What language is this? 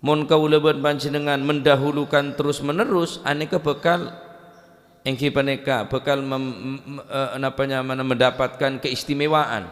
Madurese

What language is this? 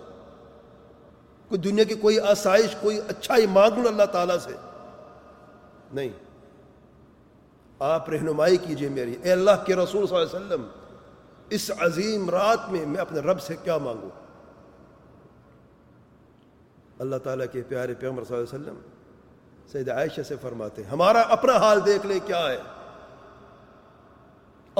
Urdu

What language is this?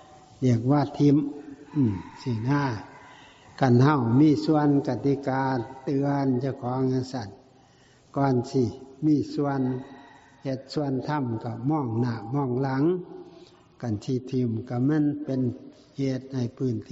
Northeastern Thai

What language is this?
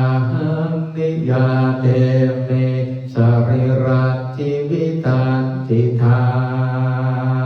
Pali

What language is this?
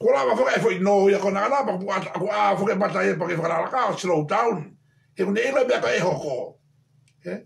Tongan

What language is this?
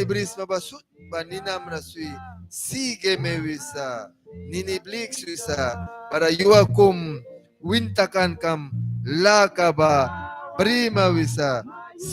Mískito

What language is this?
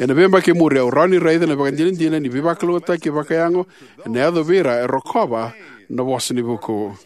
Fijian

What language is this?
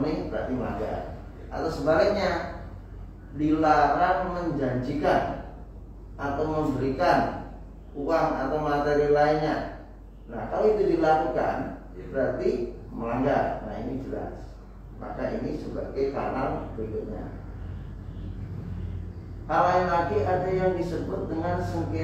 Indonesian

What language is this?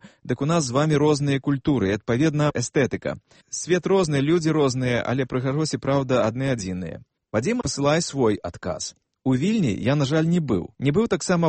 Belarusian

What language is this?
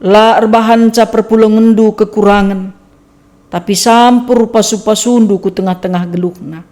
Batak Karo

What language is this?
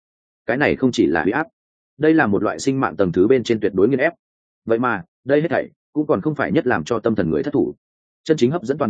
Vietnamese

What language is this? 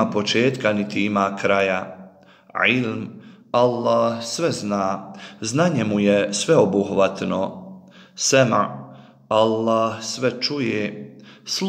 Bosnian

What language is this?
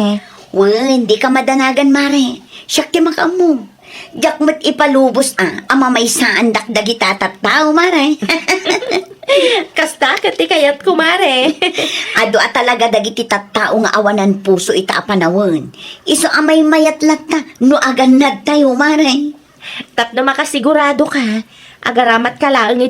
Iloko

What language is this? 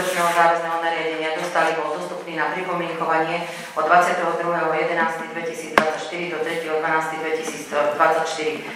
Slovak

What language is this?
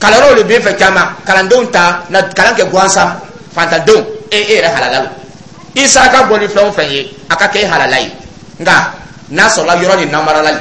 Dyula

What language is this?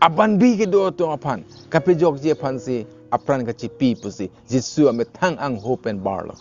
Karbi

